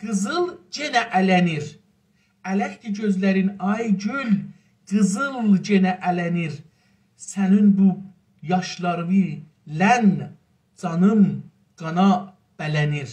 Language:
South Azerbaijani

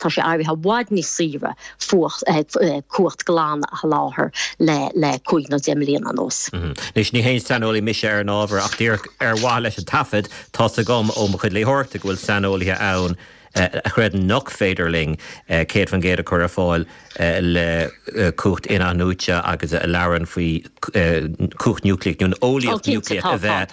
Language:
Irish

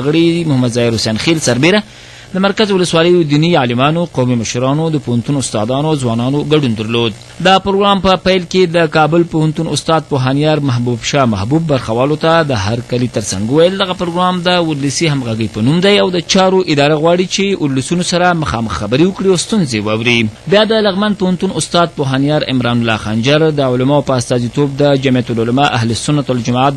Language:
Pashto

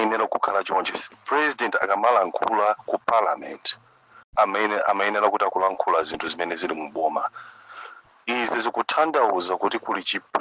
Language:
Nyanja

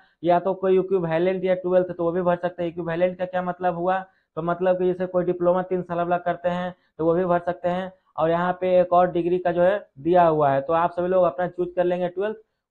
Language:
Hindi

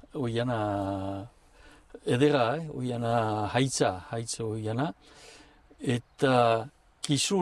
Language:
Basque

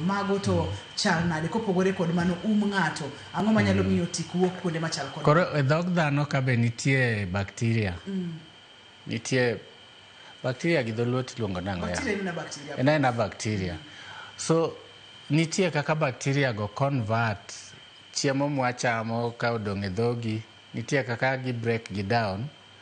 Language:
Luo (Kenya and Tanzania)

